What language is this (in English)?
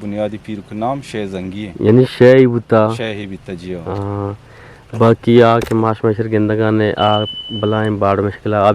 Eastern Balochi